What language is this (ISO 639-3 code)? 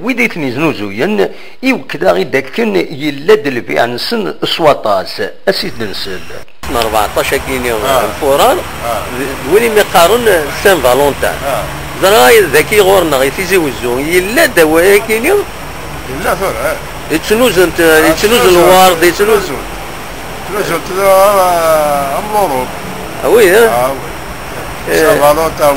kab